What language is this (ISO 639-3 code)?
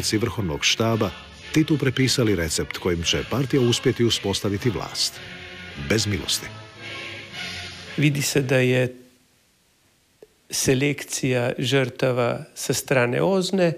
hrv